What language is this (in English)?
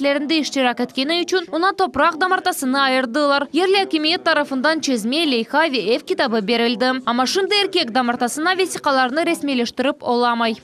Crimean Tatar